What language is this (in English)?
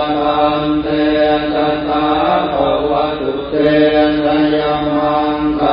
Pali